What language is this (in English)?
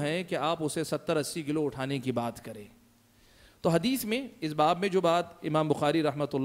Urdu